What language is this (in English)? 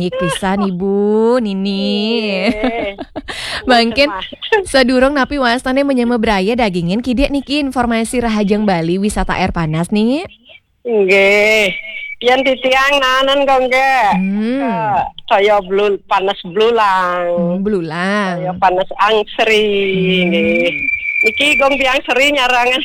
Balinese